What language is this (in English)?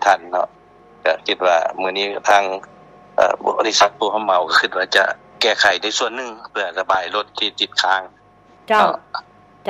Lao